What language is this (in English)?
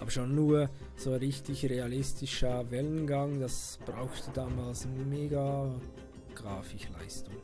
Swiss German